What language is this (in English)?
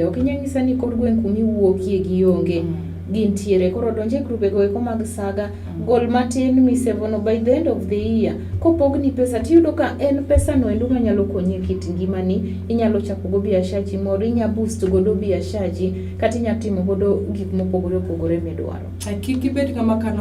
Luo (Kenya and Tanzania)